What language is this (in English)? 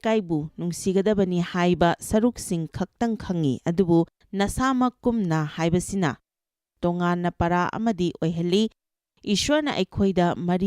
Manipuri